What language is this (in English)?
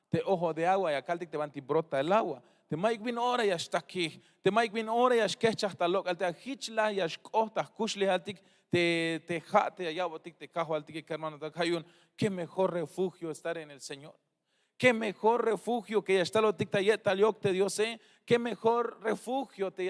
Tzeltal